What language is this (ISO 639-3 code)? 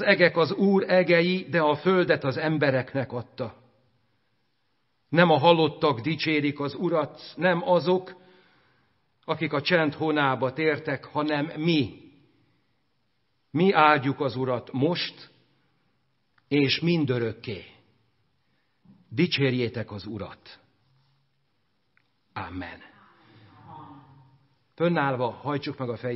hun